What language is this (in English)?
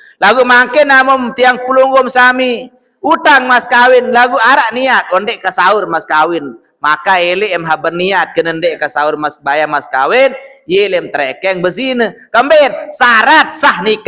Sasak